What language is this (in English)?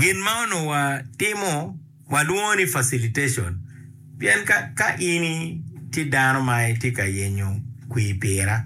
Acoli